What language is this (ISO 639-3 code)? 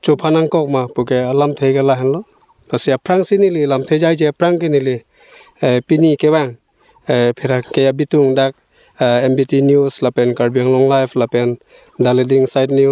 mjw